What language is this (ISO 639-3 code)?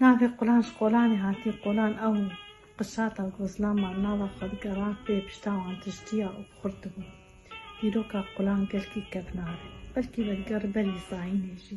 kur